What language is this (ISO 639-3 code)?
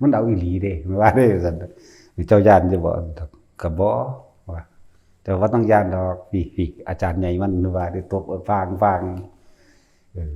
tts